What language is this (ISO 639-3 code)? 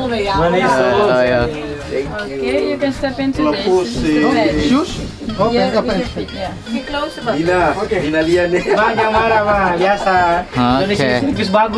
abs